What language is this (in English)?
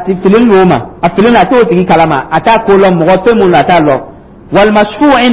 Dyula